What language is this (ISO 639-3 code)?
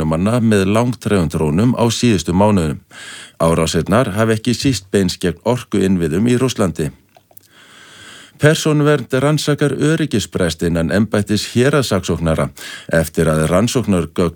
isl